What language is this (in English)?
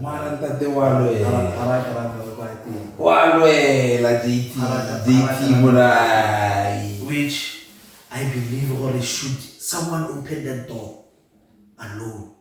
Tswana